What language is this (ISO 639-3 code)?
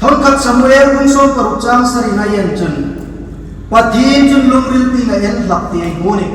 hmr